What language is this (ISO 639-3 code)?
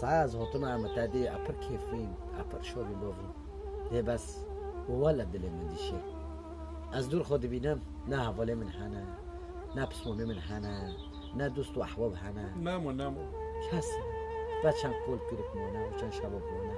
kur